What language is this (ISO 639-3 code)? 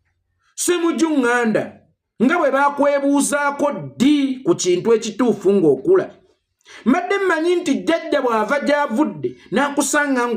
lug